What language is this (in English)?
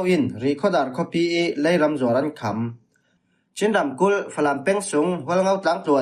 Falam Chin